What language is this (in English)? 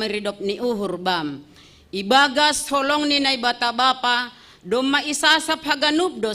Batak Simalungun